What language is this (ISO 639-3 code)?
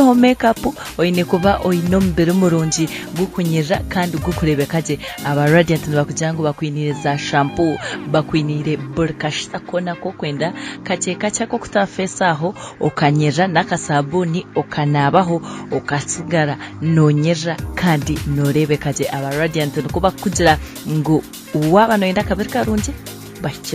nyn